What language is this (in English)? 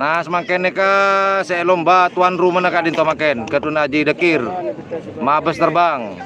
Madurese